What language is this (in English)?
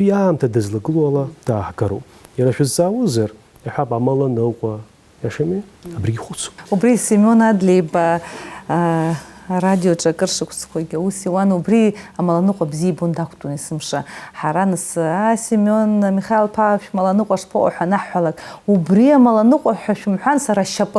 Abkhazian